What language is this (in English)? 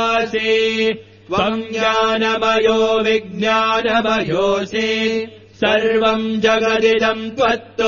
Sanskrit